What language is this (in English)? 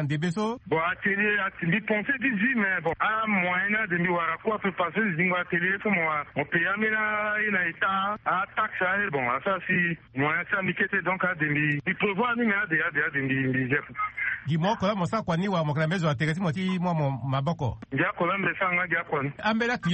Sango